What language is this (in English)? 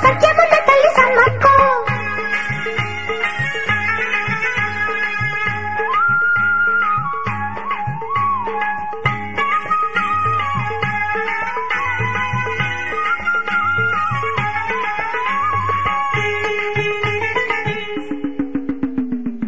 Telugu